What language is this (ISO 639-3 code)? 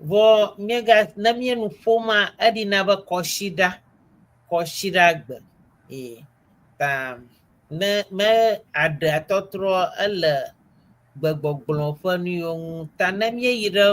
ewe